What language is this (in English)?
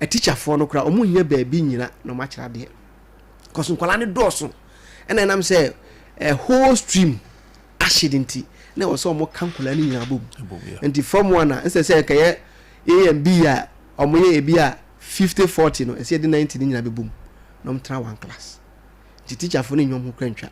Akan